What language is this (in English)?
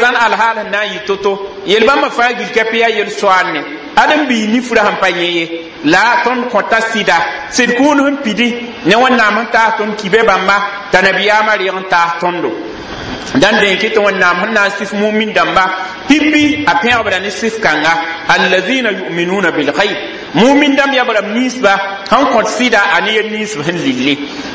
Mossi